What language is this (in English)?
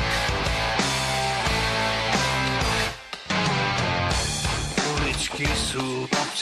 Czech